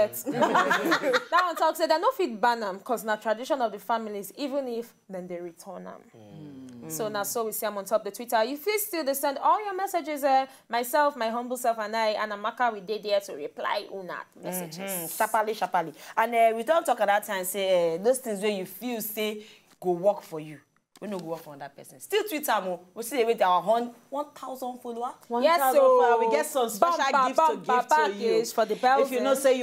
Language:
Nigerian Pidgin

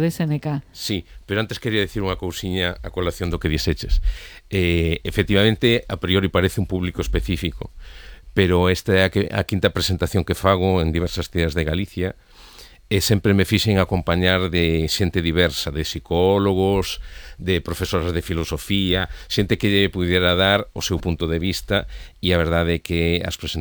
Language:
Galician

